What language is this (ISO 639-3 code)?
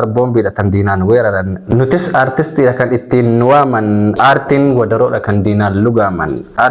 orm